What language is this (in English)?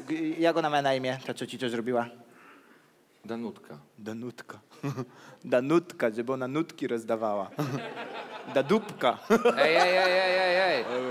Polish